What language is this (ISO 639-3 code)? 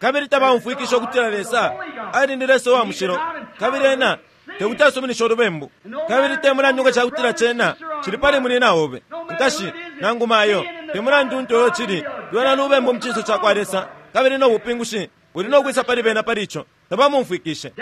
bem